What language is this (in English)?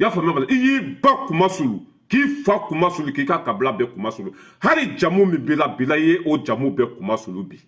Bambara